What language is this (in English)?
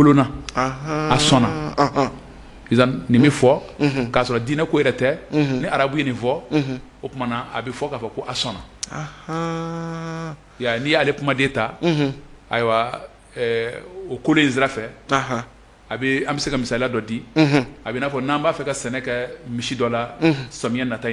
Bambara